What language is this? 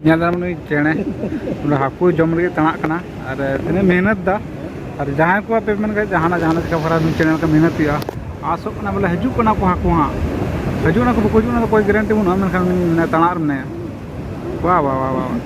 Santali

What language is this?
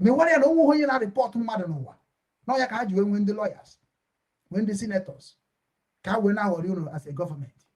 Igbo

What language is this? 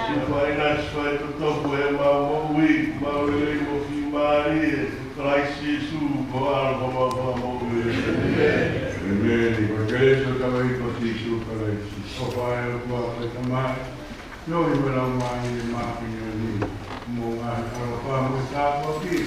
Tongan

